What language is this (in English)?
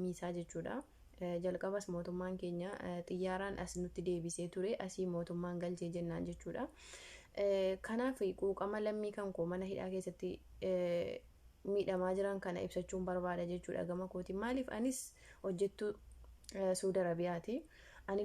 Oromo